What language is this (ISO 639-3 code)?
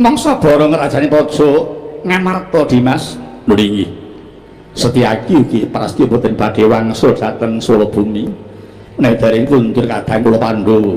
jav